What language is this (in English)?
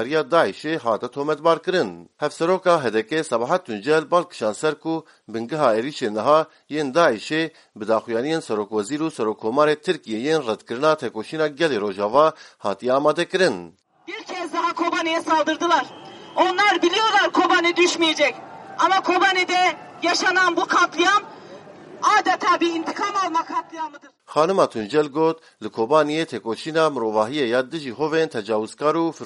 Kurdish